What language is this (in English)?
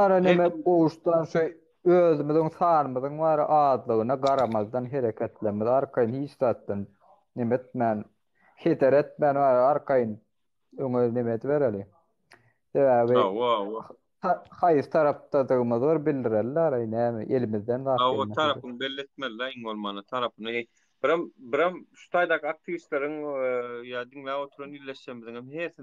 Turkmen